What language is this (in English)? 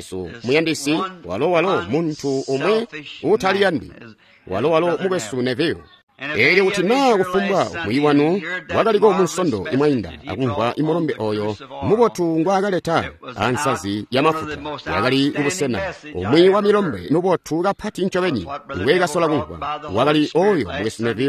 Tonga (Zambia)